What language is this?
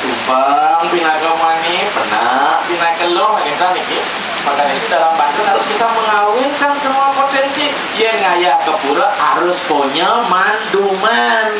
Balinese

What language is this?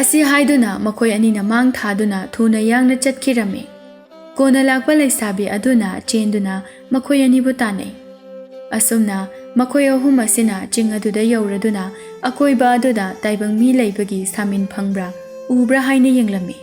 Manipuri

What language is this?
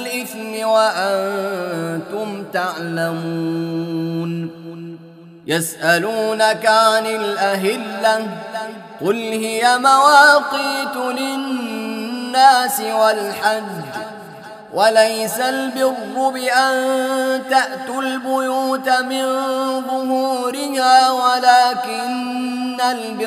Arabic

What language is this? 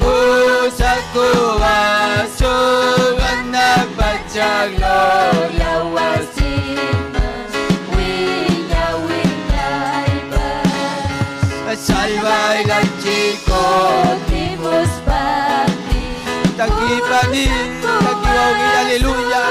Ayacucho Quechua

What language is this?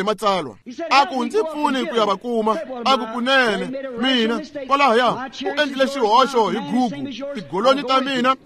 Tsonga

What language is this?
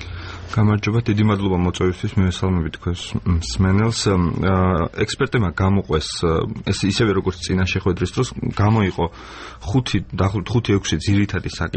Georgian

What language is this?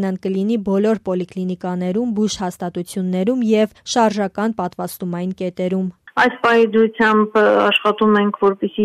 Armenian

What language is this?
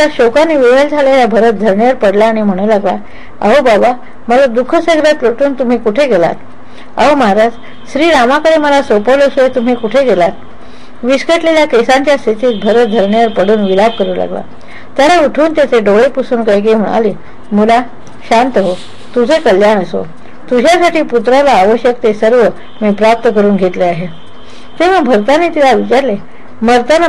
Marathi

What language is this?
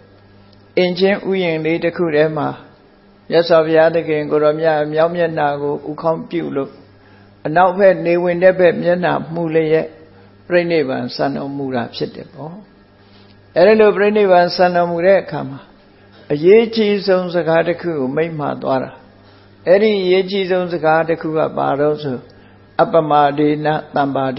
Burmese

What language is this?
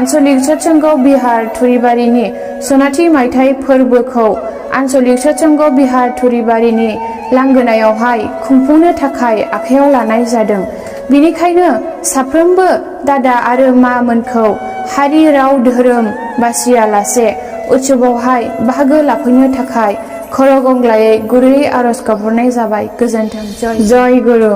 Bodo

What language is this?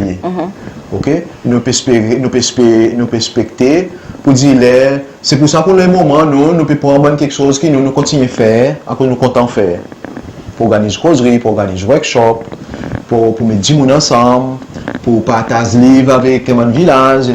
Seselwa Creole French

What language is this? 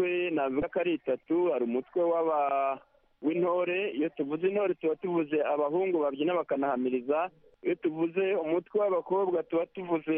Kinyarwanda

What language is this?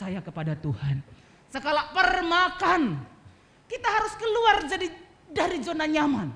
Batak Karo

